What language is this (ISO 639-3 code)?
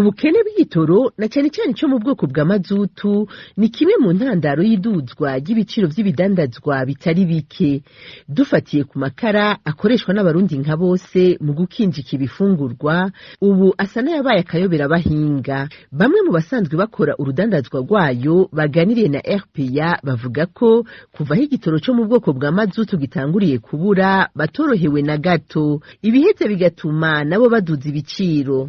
run